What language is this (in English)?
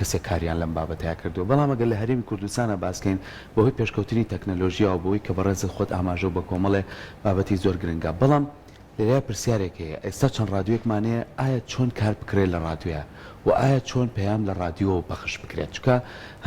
Central Kurdish